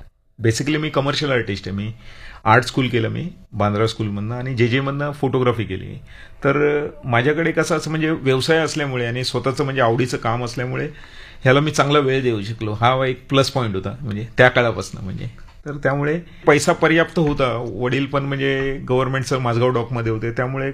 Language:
Marathi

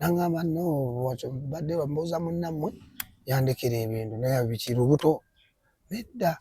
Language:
Ganda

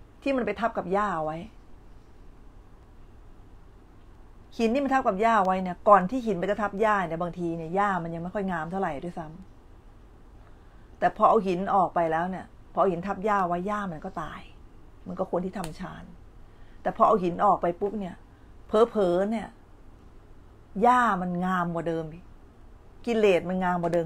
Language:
Thai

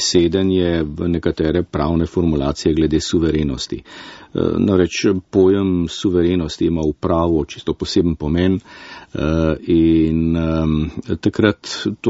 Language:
Slovenian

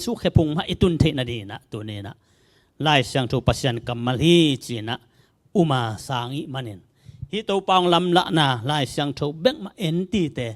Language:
Tedim Chin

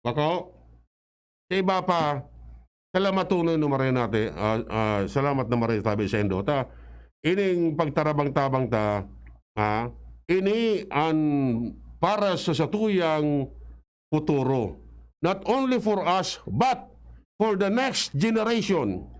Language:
Bikol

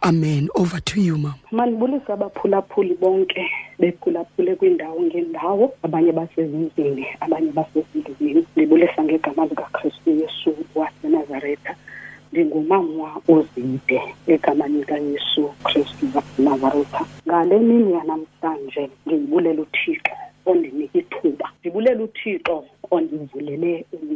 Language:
Xhosa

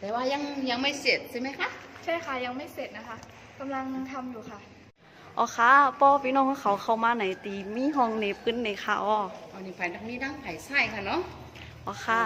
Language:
Shan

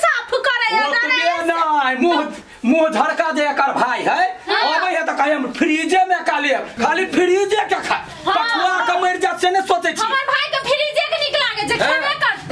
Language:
Maithili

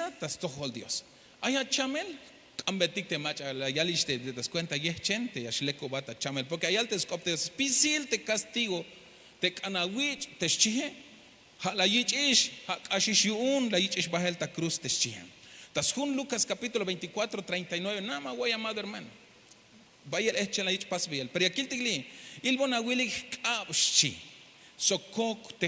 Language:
Tzeltal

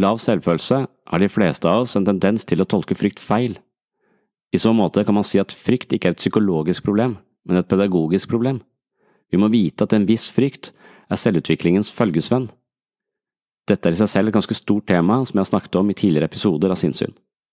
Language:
Norwegian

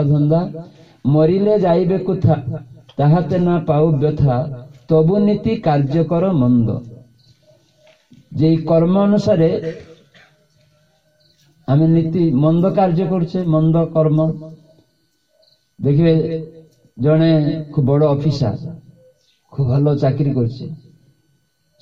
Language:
Odia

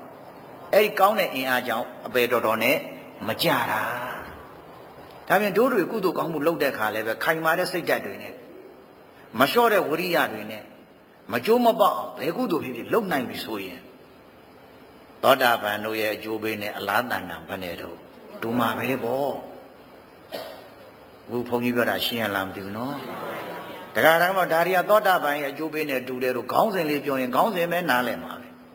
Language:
Burmese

